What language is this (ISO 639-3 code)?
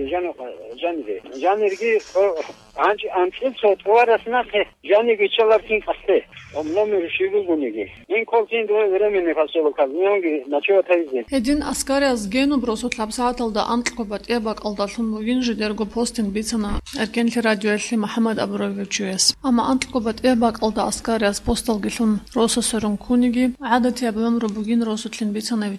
ava